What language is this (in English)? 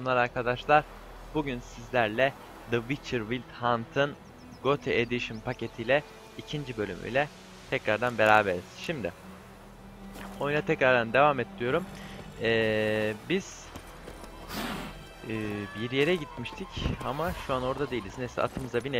Turkish